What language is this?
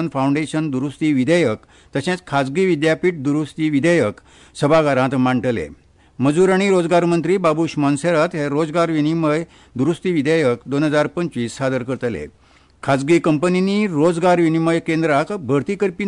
Konkani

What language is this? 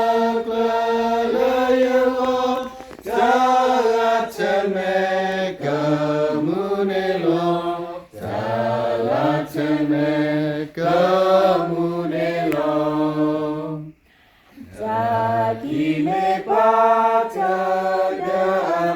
S'gaw Karen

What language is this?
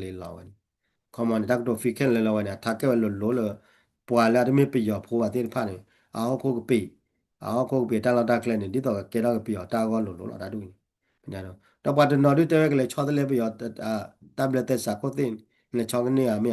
S'gaw Karen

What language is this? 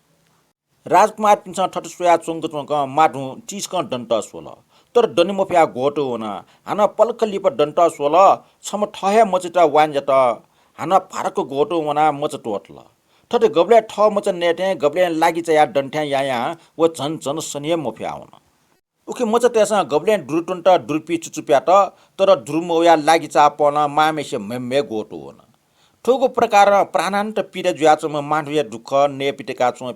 Newari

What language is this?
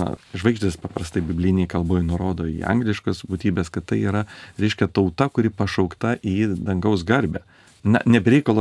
Lithuanian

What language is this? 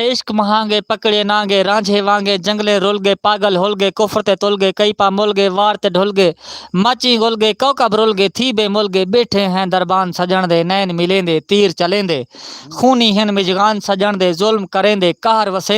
Saraiki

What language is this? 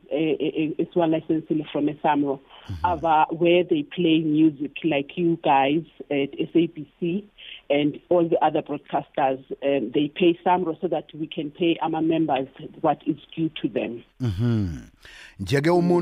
South Ndebele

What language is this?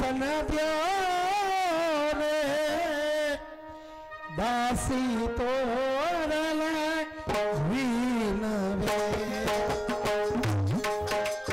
Gujarati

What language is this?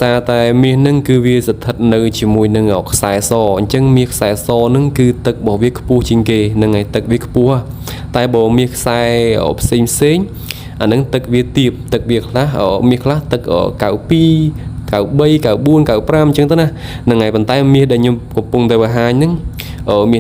Khmer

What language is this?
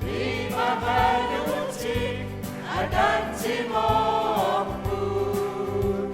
Kalaallisut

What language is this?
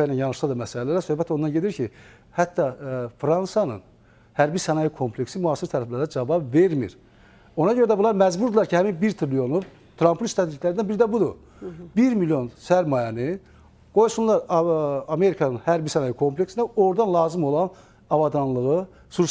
Azerbaijani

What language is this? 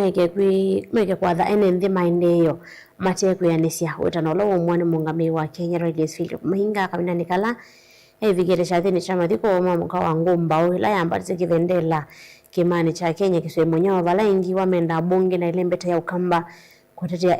Kamba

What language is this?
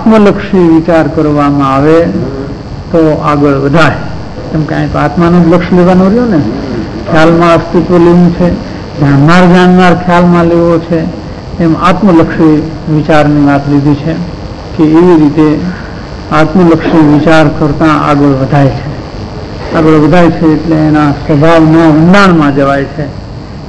Gujarati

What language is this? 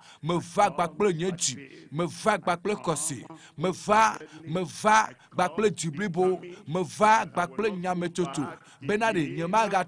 Ewe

